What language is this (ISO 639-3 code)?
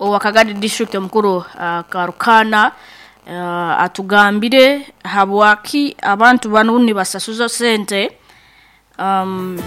nyo